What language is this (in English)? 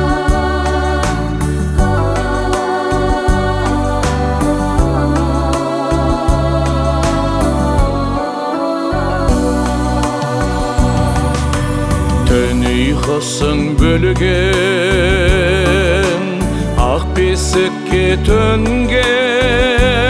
Kazakh